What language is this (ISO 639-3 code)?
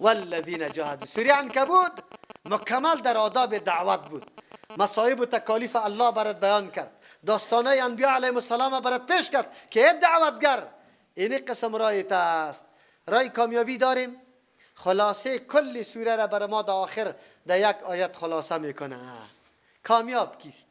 fas